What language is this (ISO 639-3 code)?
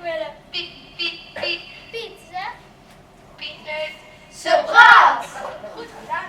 lim